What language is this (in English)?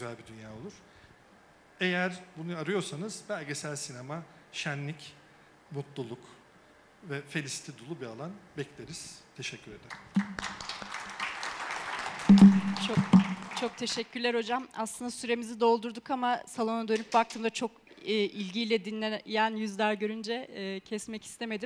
Turkish